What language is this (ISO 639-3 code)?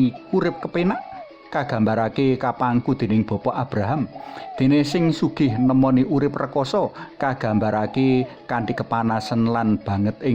jav